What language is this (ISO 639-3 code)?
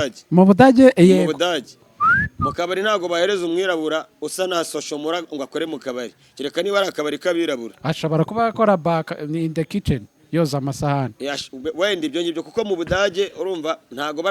kin